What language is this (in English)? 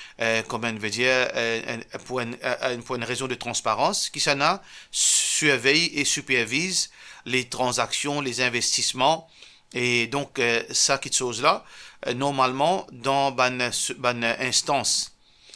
Morisyen